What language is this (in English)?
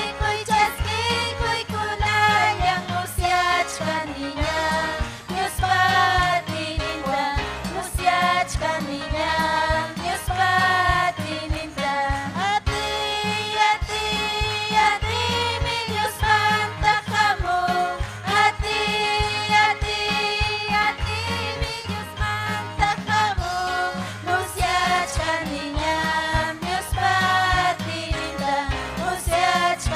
Ayacucho Quechua